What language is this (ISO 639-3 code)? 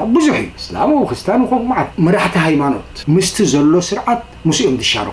tir